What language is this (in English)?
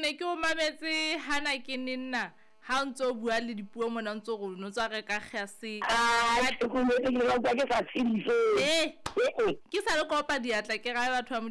Southern Sotho